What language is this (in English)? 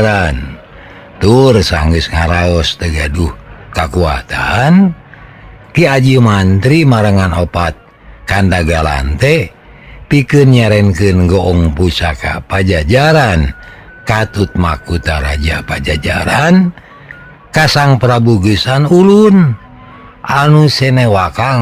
Sundanese